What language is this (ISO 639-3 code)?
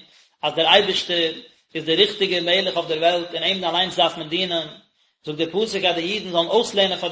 yid